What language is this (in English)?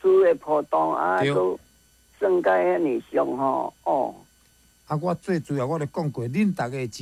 Min Nan Chinese